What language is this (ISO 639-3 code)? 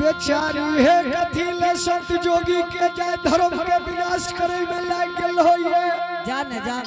anp